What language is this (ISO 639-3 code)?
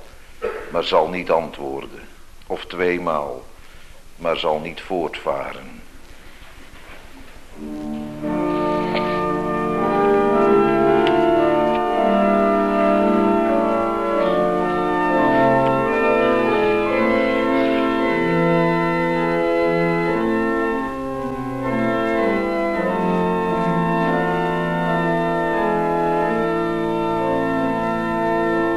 nld